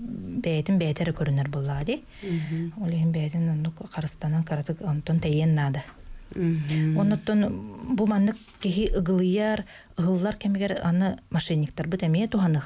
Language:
Yakut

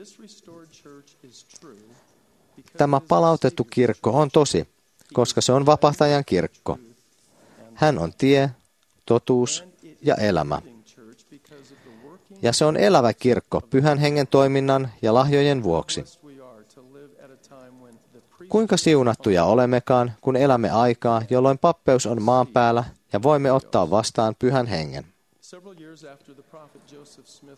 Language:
Finnish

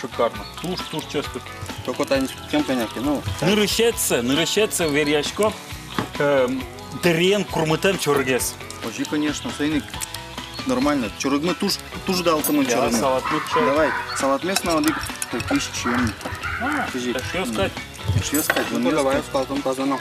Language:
Udmurt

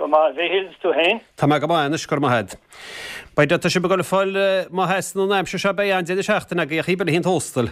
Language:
Irish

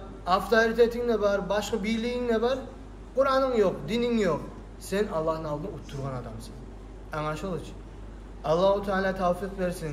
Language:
Kumyk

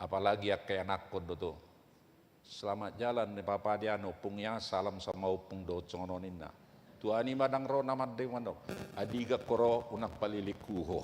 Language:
Batak Toba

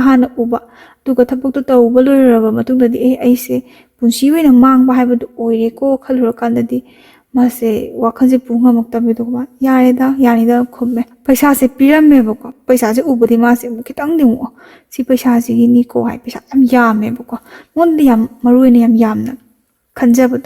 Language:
Manipuri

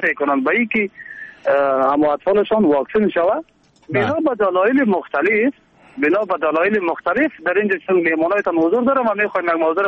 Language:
Persian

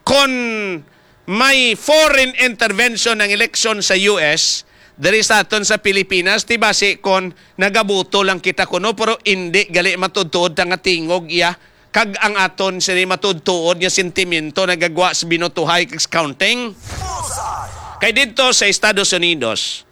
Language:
Hiligaynon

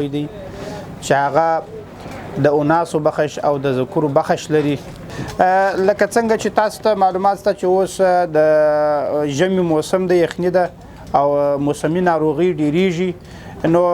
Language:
Pashto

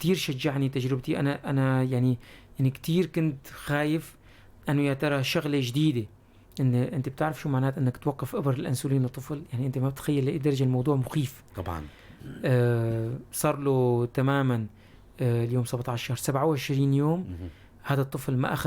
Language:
North Levantine Arabic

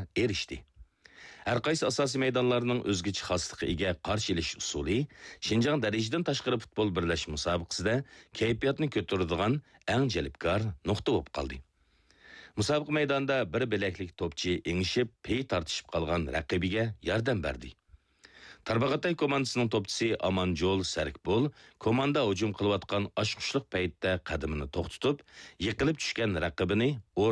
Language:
Uyghur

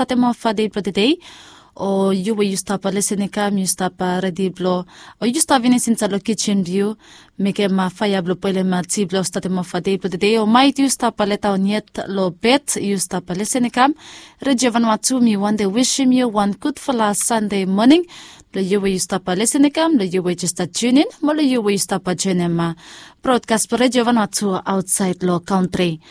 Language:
Bislama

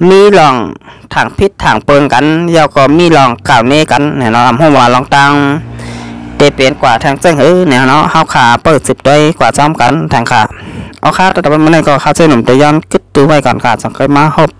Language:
Shan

